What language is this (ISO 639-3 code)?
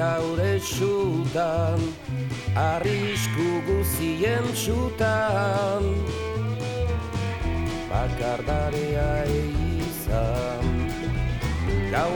eus